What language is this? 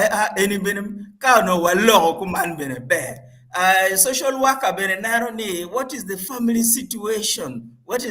Acoli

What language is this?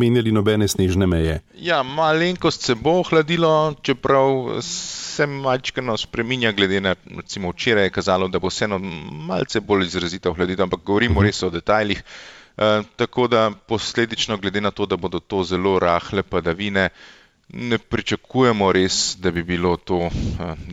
Slovenian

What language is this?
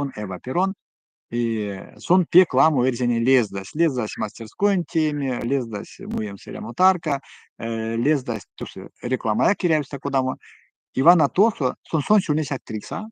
Erzya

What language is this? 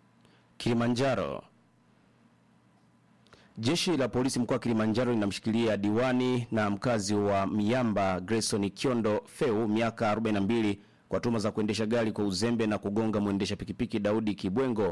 Swahili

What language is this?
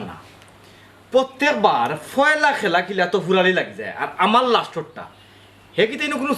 Sylheti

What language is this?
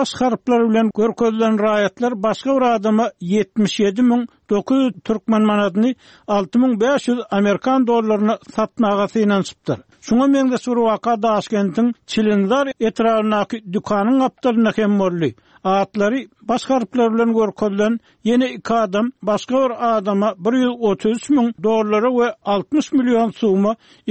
Turkmen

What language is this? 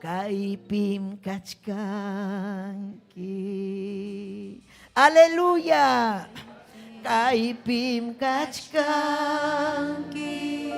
Ayacucho Quechua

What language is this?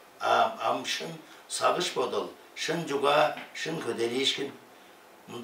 Tuvinian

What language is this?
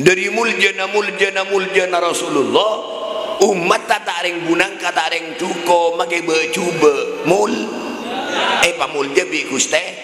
Madurese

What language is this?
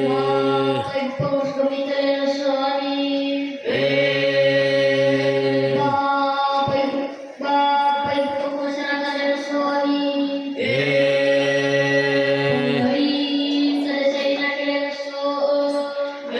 Nias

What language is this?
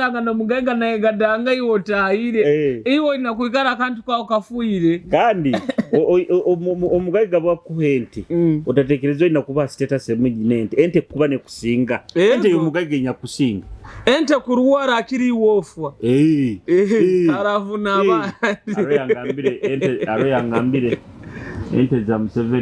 Nyoro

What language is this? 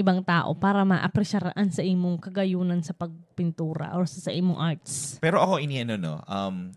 Bikol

